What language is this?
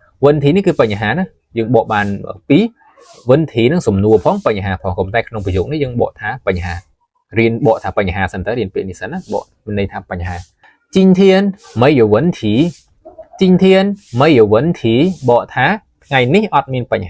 Khmer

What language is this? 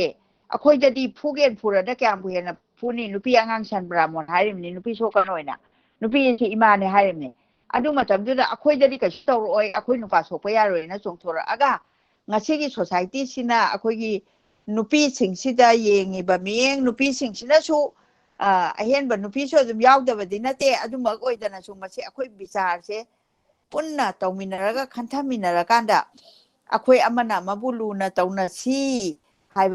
Manipuri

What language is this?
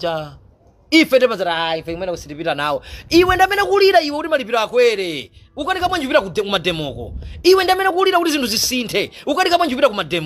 Nyanja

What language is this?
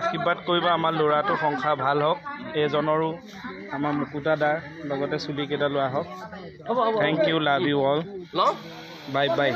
Assamese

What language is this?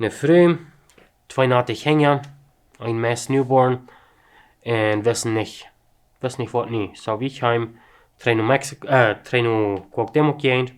Plautdietsch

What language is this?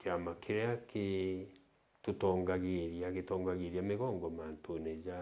Meru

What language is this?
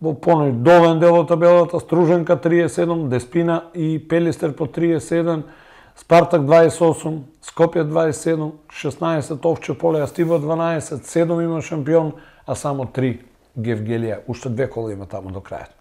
Macedonian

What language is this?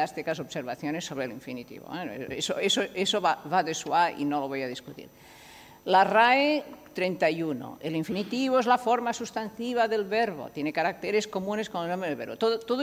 Spanish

